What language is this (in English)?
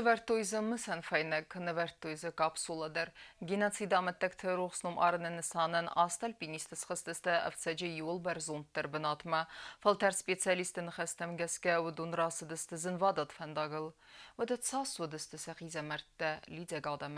Ossetic